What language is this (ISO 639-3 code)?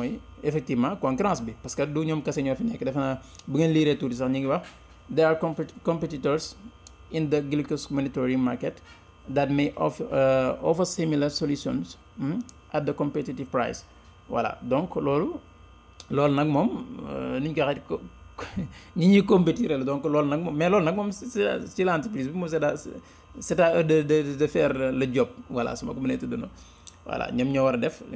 wol